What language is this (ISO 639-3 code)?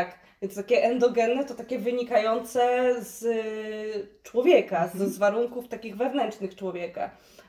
pol